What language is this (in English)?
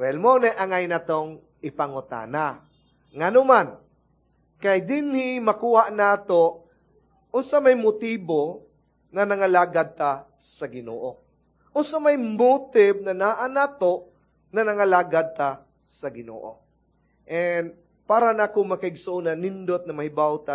Cebuano